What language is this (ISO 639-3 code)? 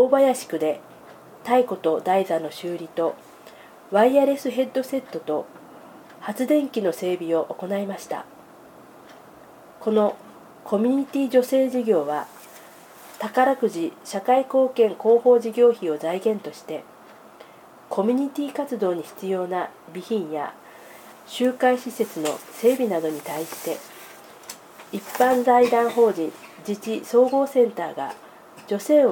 jpn